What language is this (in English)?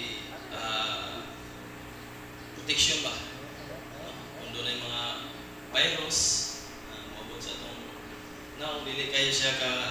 Cebuano